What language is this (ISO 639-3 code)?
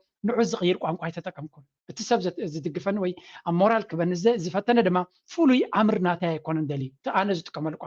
tir